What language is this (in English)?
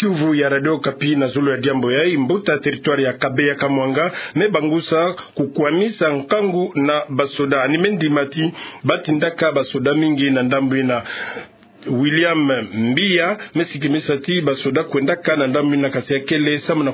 Kituba (Democratic Republic of Congo)